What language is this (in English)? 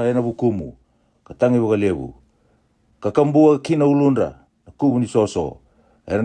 Fijian